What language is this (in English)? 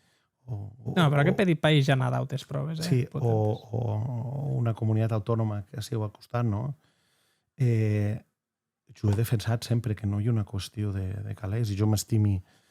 Occitan